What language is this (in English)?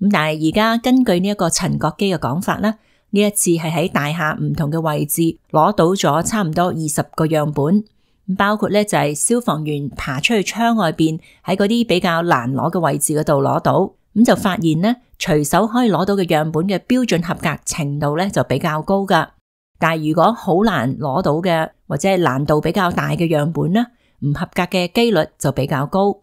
Cantonese